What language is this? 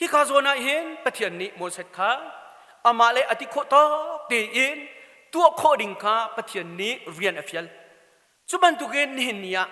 Hakha Chin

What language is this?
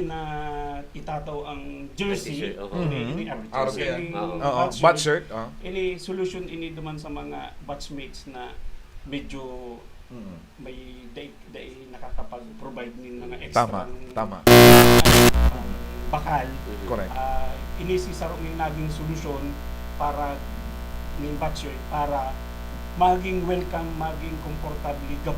Bikol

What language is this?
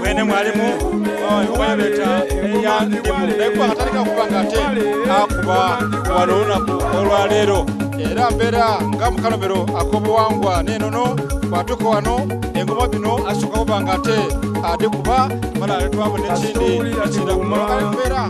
Soga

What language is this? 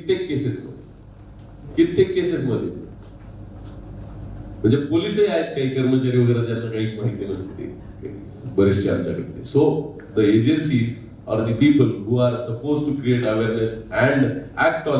Marathi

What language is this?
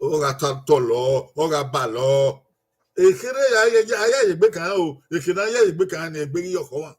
Bini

